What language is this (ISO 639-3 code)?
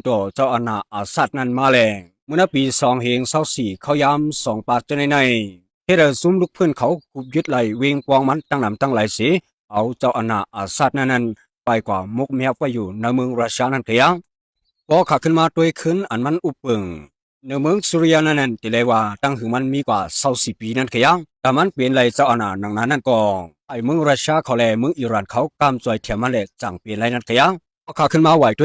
shn